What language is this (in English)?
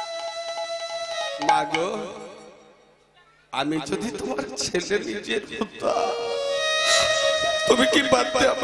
Bangla